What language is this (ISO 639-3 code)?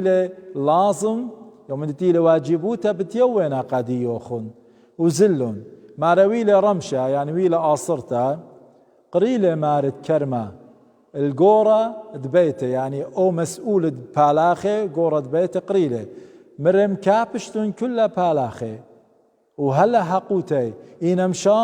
aii